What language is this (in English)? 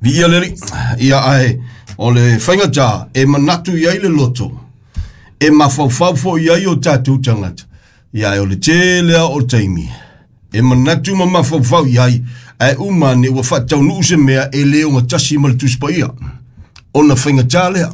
Samoan